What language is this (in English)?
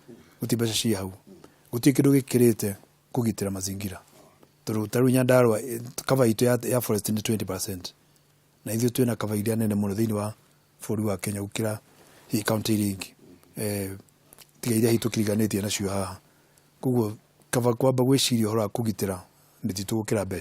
Kikuyu